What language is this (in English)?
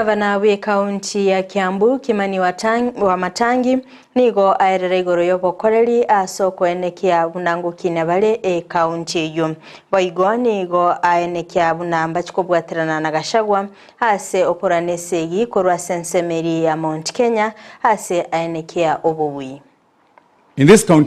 Gusii